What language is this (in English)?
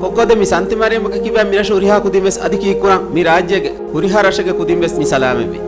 Divehi